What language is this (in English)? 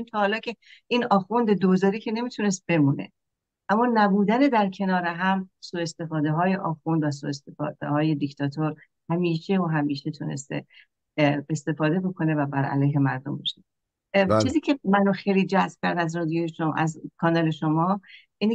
Persian